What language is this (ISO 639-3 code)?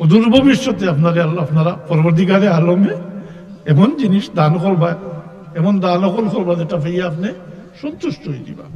syl